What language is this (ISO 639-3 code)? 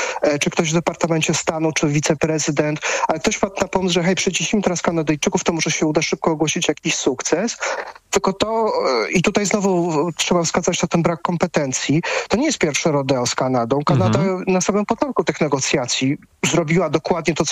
pol